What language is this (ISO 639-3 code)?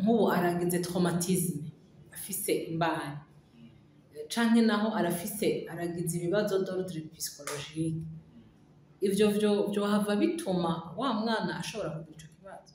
run